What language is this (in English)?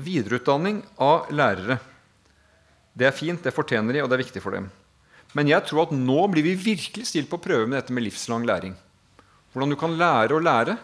Norwegian